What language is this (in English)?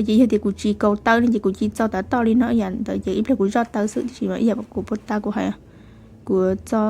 Hmong